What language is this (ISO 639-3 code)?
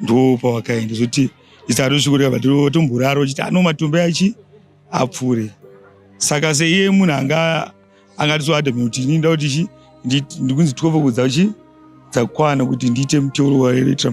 sna